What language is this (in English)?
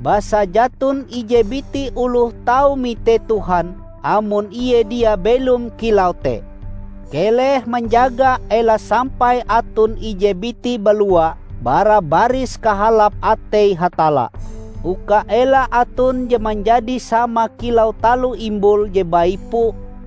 Ngaju